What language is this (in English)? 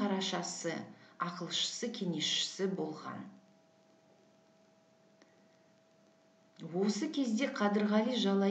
Kazakh